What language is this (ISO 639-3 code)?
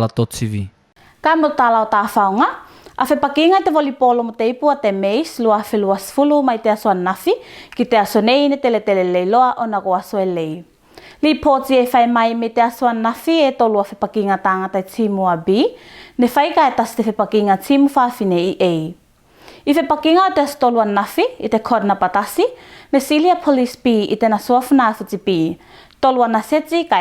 tvl